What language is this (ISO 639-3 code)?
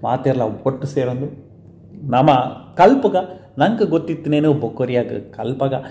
tcy